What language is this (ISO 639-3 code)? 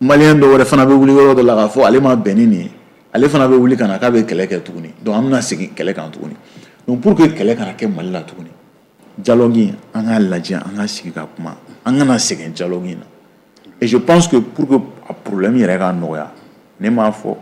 bam